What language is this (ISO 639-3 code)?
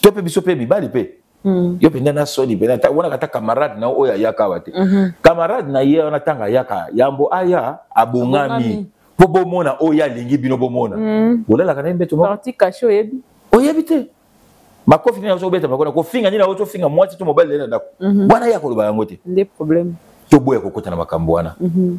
lin